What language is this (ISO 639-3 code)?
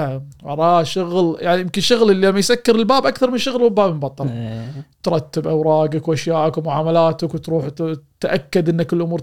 afb